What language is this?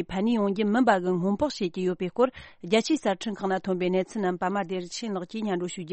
Tibetan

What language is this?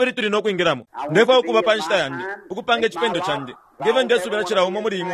Bemba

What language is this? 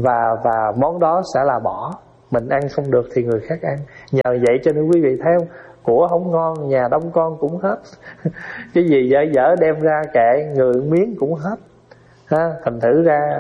Vietnamese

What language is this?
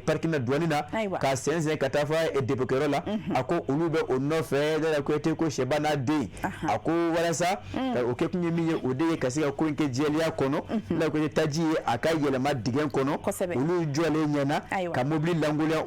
Bambara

